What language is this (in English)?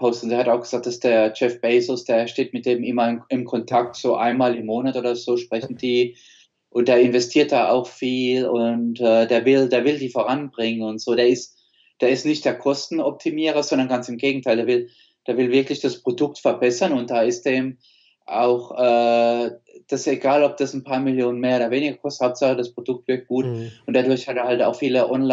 German